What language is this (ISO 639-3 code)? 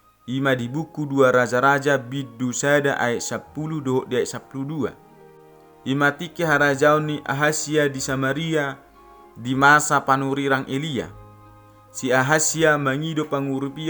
bbc